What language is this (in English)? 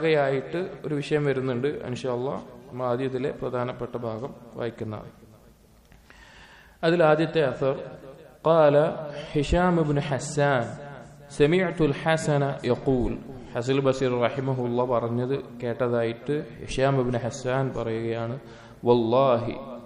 Malayalam